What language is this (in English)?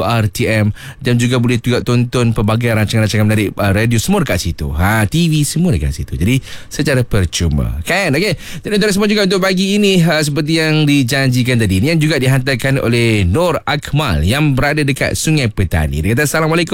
Malay